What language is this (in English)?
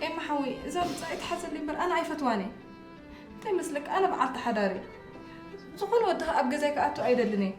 Tigrinya